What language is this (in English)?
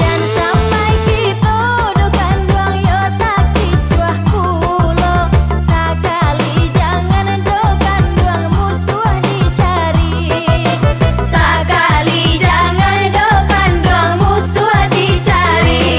Minangkabau